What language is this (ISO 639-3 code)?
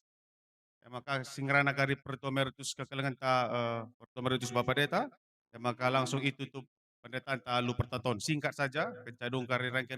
btx